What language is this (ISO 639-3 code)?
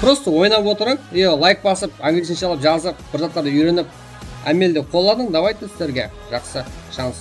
kaa